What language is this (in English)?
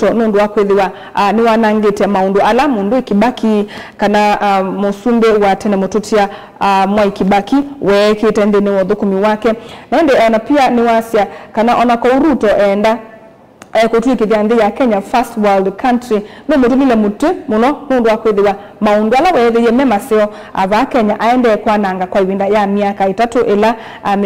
Kamba